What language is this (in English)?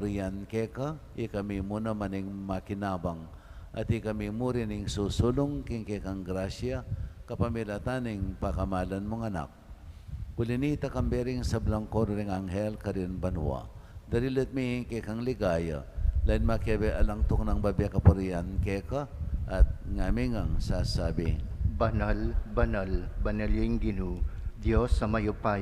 Pampanga